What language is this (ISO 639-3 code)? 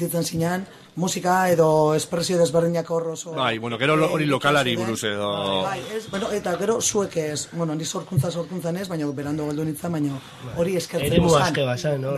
eus